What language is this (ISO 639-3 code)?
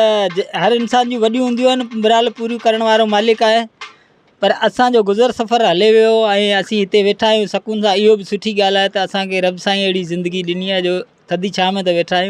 snd